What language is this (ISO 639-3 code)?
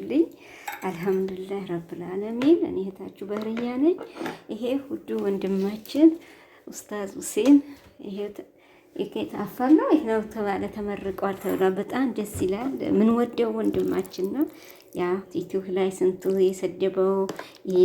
amh